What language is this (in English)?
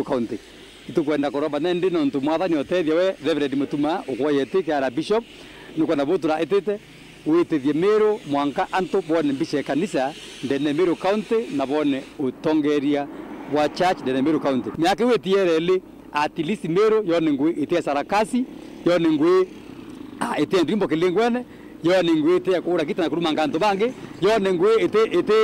Meru